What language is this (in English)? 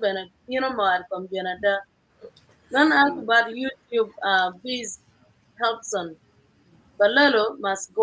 Acoli